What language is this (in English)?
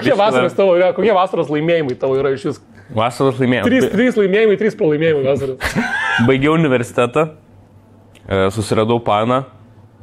Lithuanian